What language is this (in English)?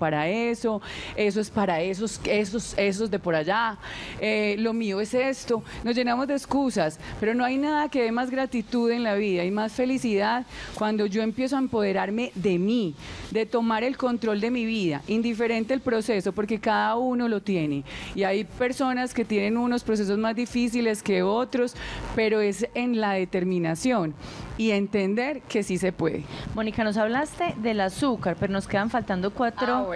Spanish